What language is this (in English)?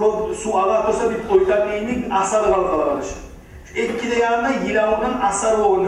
Kumyk